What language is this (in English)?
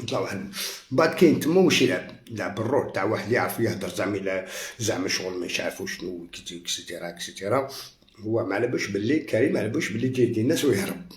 Algerian Arabic